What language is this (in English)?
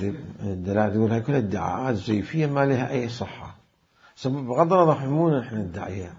Mesopotamian Arabic